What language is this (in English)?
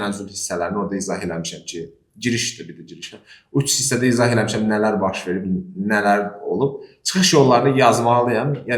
Azerbaijani